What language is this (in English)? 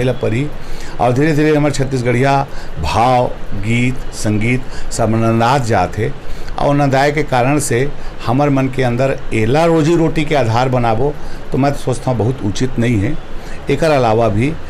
Chhattisgarhi